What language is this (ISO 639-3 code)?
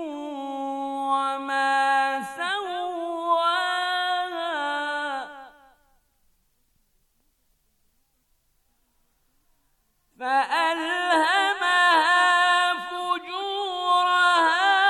bos